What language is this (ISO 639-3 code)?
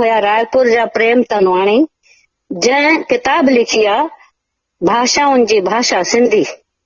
snd